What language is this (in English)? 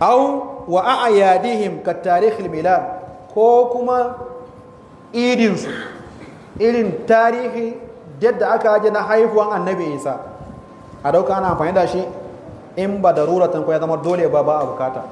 Hausa